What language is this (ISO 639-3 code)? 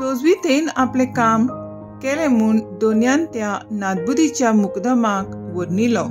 kok